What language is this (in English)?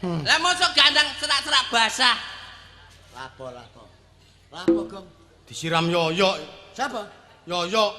Javanese